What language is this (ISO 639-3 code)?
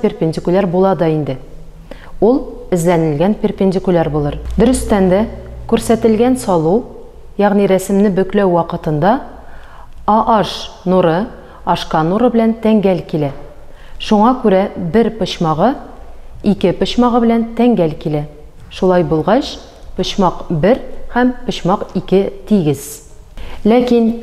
tat